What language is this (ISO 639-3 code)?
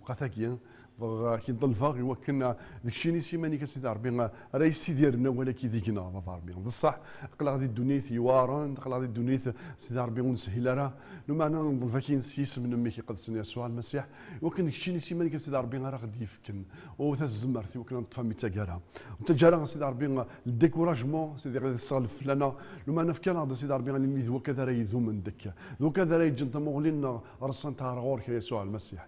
kab